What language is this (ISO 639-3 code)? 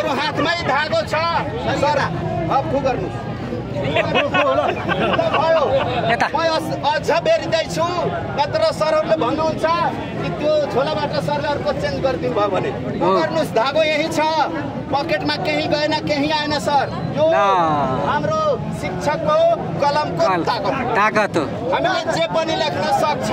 nep